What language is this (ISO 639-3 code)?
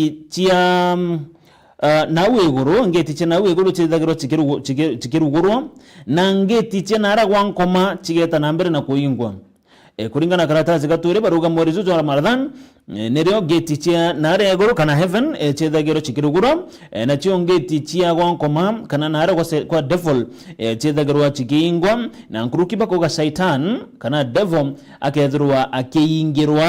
mer